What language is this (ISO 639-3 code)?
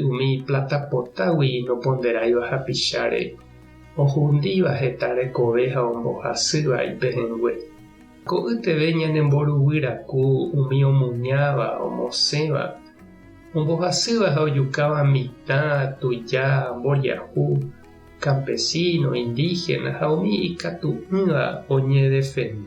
grn